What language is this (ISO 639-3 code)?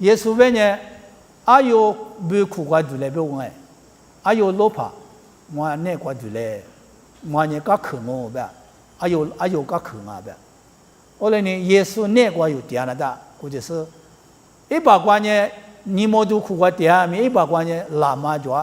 lis